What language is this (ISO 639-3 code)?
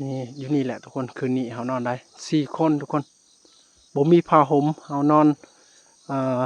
lao